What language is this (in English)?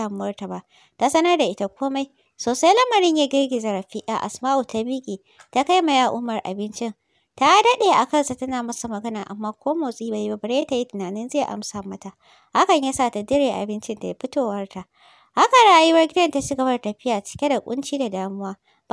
Hausa